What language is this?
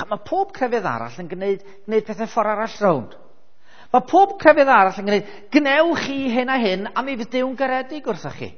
Welsh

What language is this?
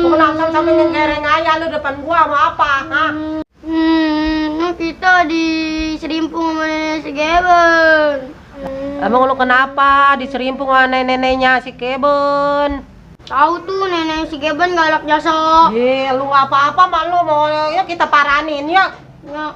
Betawi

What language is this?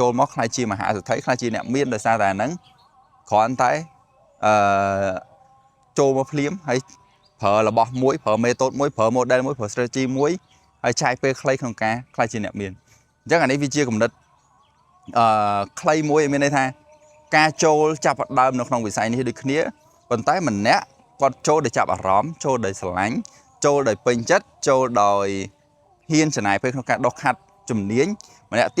Khmer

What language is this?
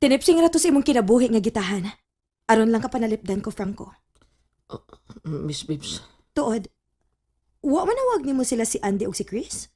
Cebuano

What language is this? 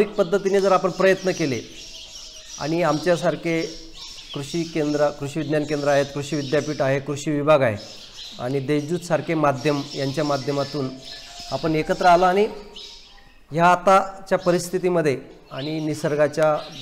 Marathi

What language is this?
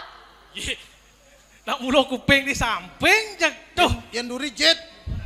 Balinese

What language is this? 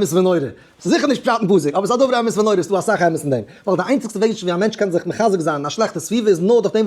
Yiddish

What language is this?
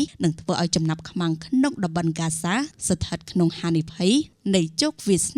Khmer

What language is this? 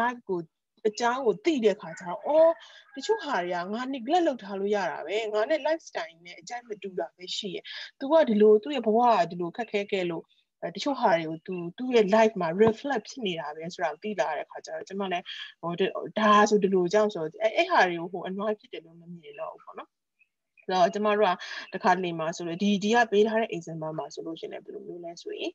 Burmese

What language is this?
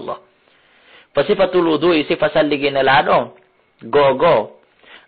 Fula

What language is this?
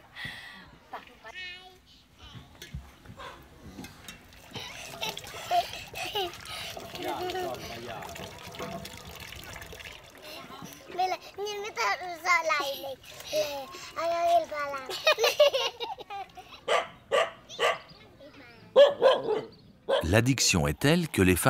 French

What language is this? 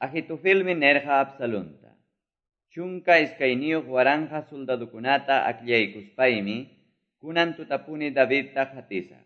Quechua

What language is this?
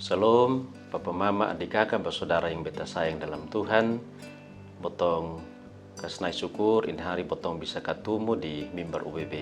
Kupang Malay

